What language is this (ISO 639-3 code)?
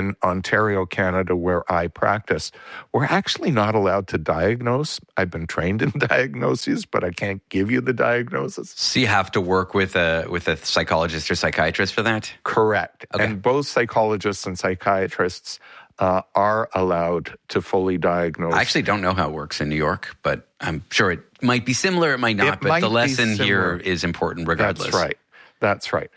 eng